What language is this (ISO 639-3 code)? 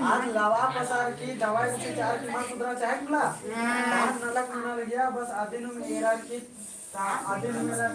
kru